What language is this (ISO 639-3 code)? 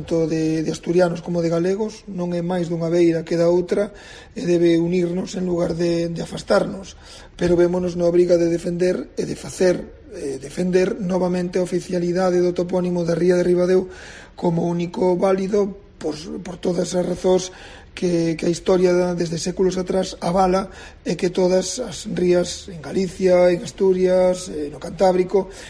glg